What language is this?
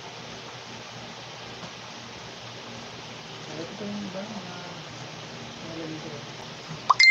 Filipino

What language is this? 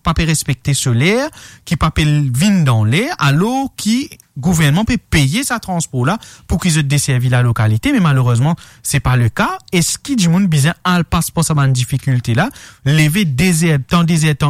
Morisyen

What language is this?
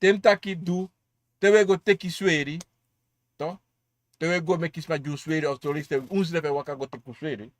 Sranan Tongo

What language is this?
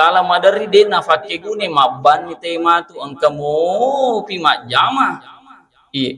Buginese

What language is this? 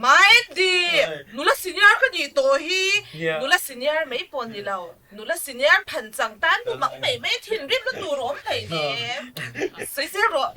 Mizo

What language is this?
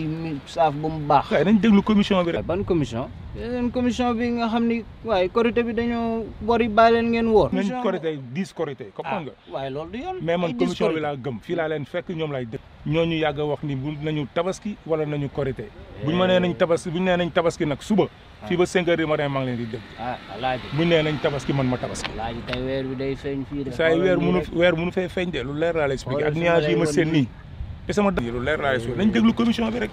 Wolof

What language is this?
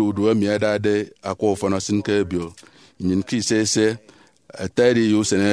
Efik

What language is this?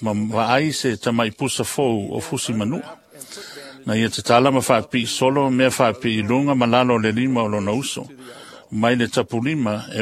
Samoan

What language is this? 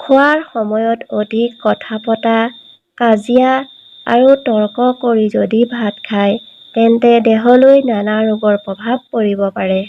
Assamese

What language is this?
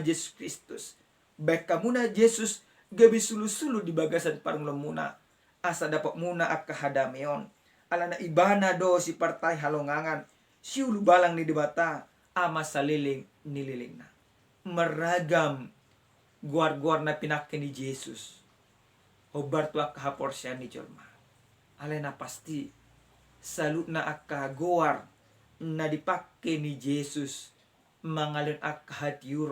Batak Toba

